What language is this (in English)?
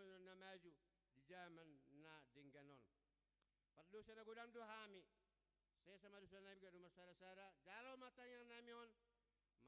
Batak Toba